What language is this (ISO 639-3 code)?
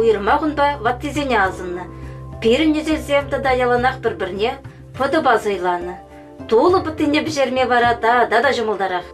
chv